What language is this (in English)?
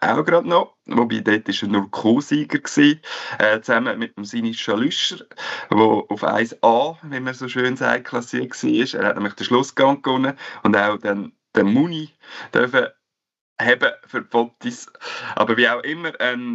German